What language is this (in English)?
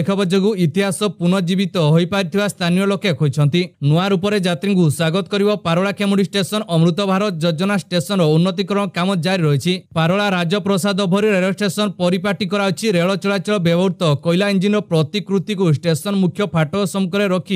Odia